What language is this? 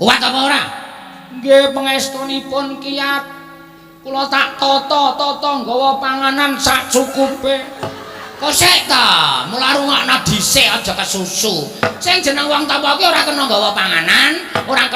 Javanese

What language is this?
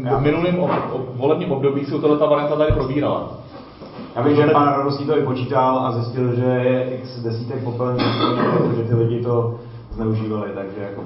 Czech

